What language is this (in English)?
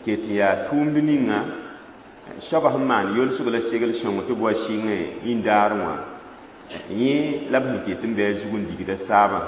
Mossi